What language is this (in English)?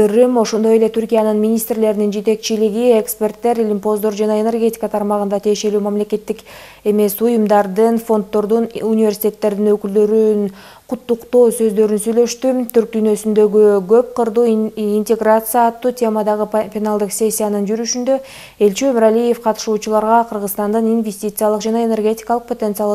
Kyrgyz